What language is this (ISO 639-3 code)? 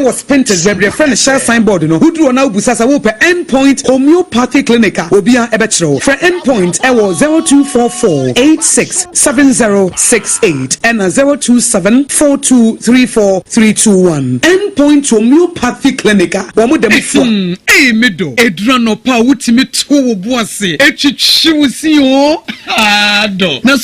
aka